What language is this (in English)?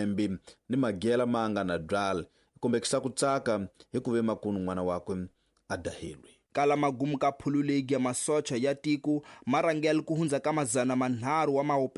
Tsonga